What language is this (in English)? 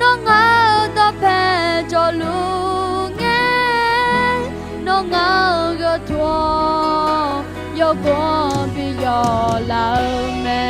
Akha